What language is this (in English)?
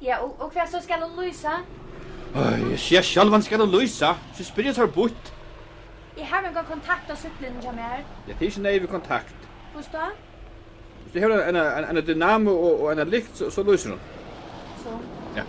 Faroese